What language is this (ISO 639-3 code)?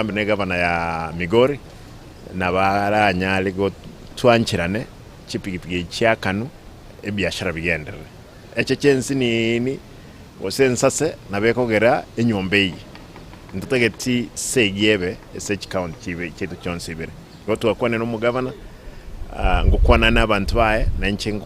guz